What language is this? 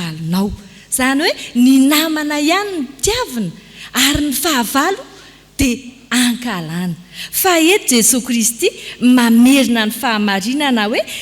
Malagasy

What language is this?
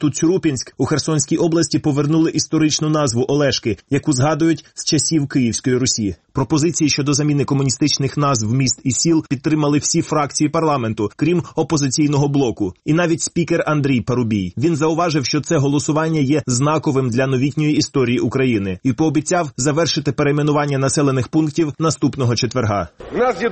Ukrainian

